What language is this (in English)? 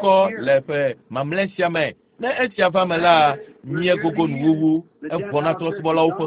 Ewe